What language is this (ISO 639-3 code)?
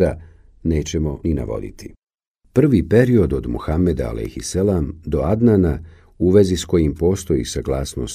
bos